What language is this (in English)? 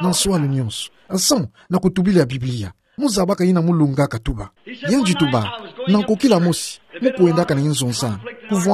Kituba (Democratic Republic of Congo)